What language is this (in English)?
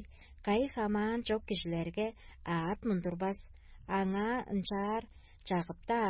Tuvinian